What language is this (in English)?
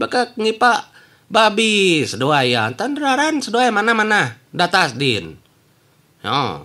Iban